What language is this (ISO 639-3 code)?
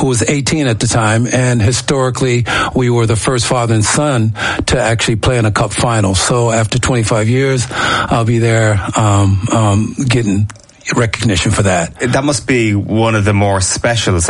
eng